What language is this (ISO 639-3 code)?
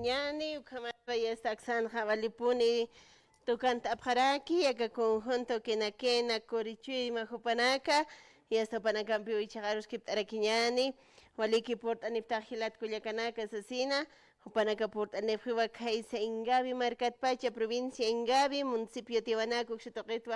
aym